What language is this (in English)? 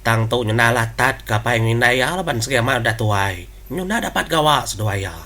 Iban